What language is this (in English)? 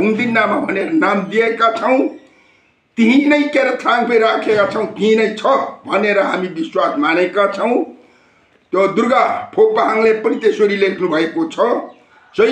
Nepali